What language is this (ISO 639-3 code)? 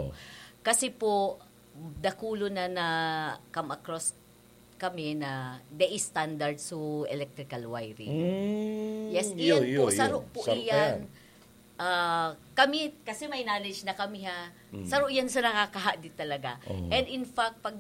bik